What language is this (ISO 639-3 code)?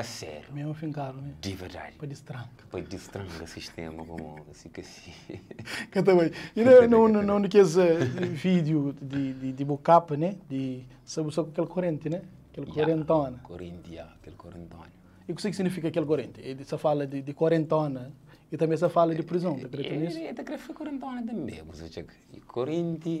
kea